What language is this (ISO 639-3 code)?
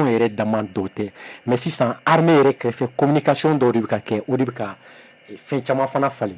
bam